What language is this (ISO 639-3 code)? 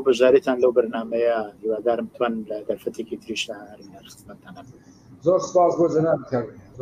ckb